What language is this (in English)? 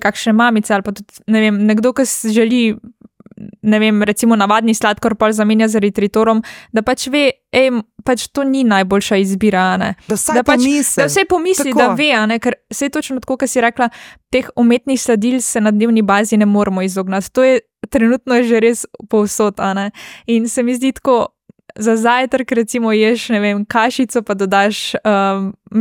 Slovenian